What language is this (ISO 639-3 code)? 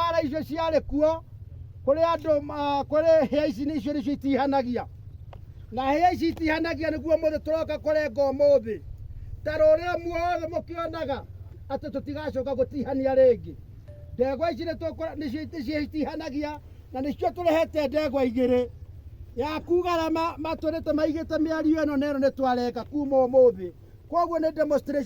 kik